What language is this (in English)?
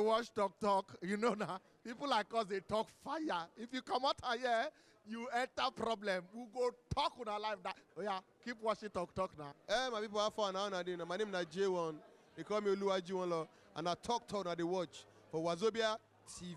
Nigerian Pidgin